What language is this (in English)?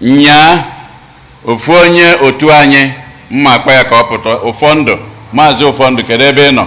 Igbo